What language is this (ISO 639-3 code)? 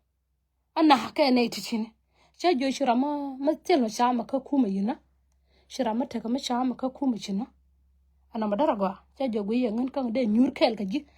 nus